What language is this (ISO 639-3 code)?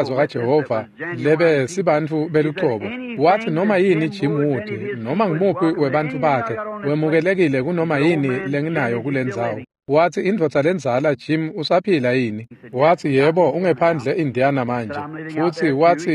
ssw